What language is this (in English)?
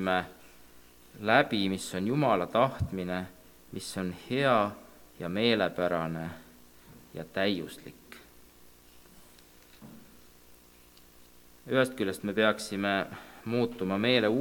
Estonian